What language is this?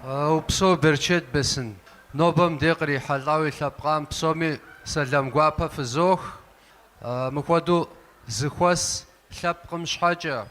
Kabardian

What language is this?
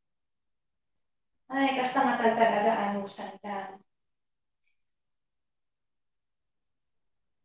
Filipino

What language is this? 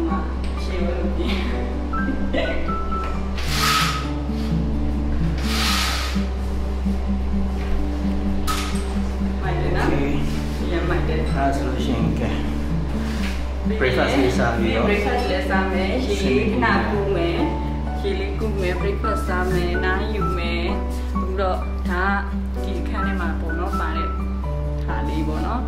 Burmese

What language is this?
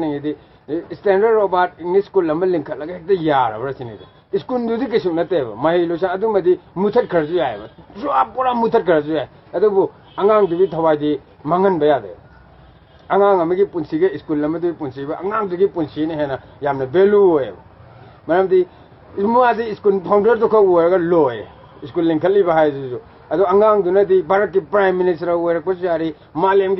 Manipuri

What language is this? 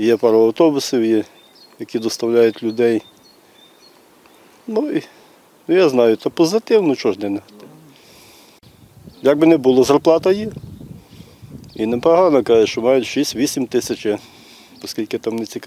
Ukrainian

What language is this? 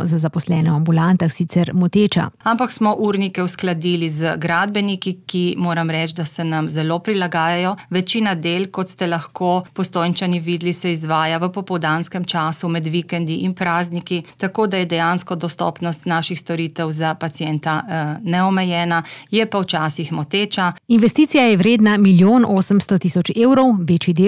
Slovenian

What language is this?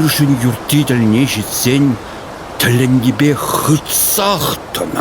Chuvash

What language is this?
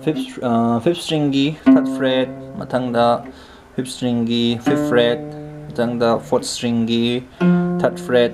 Manipuri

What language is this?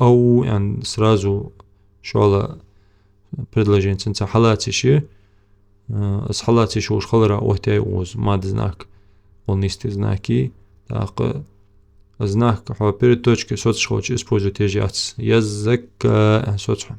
Ingush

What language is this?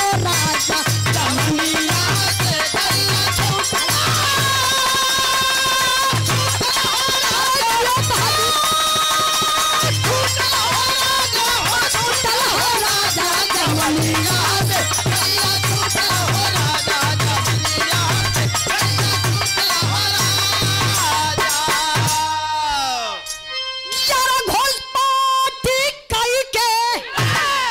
Bhojpuri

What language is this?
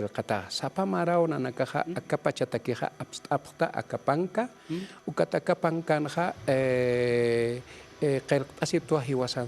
Aymara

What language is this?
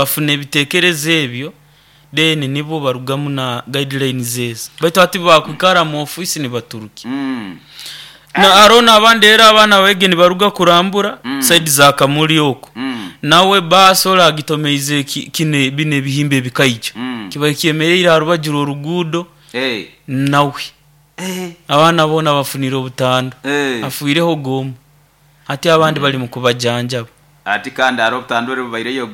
Nyoro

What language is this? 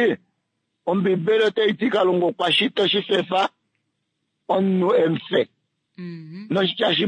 Kuanyama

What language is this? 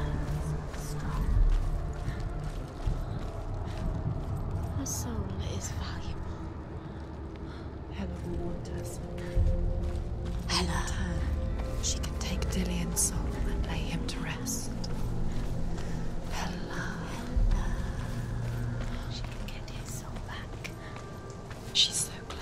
English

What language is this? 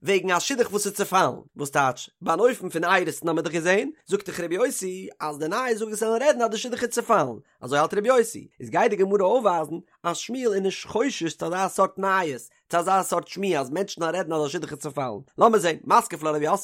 Yiddish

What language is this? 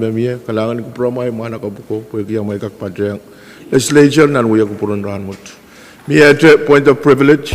Pohnpeian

